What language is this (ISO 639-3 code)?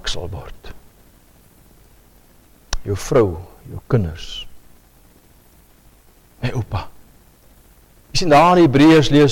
afr